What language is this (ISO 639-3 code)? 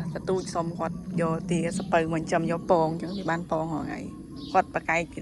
khm